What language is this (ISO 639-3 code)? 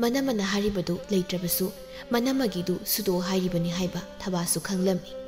mni